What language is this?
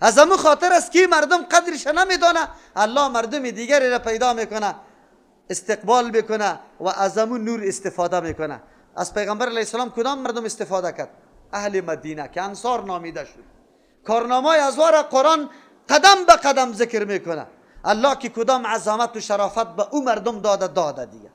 Persian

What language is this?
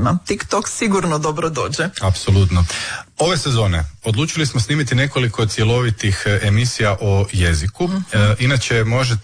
Croatian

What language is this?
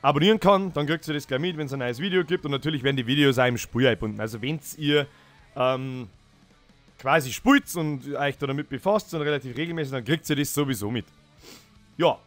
Bavarian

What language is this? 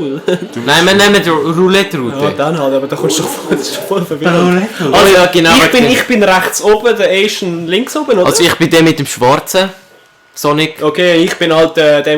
Swiss German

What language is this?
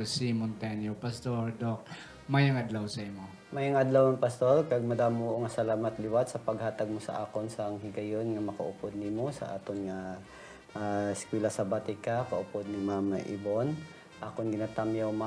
Hiligaynon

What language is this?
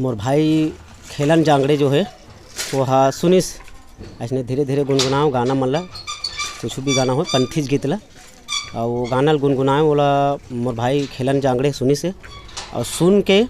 Chhattisgarhi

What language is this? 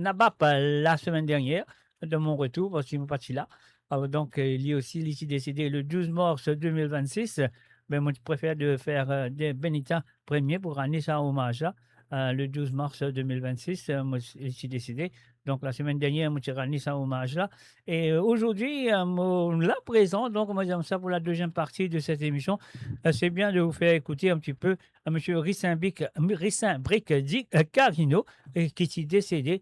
Morisyen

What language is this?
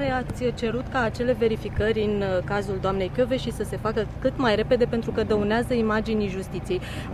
Romanian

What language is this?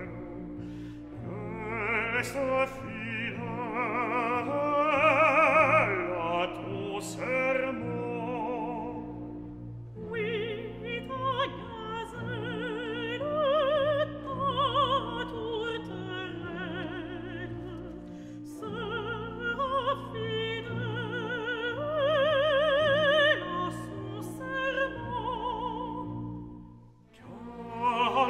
French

